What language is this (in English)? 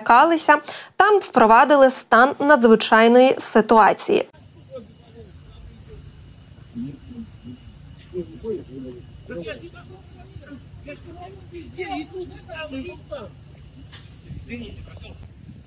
Ukrainian